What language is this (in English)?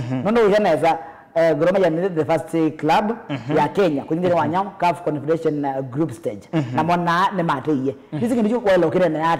Kamba